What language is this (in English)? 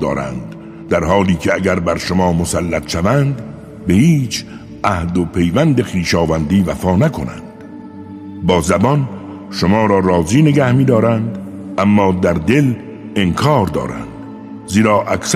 Persian